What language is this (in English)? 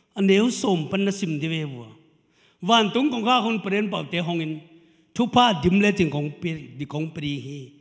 Tedim Chin